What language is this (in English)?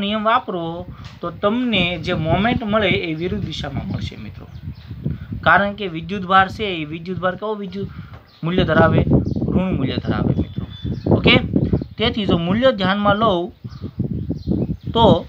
Gujarati